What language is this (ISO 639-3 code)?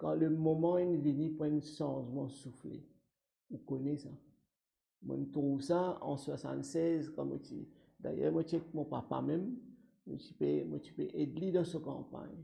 mfe